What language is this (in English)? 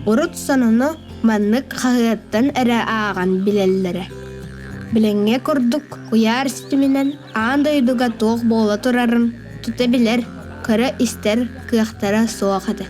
Yakut